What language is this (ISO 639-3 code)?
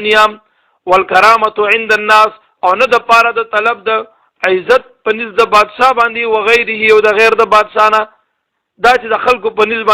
pus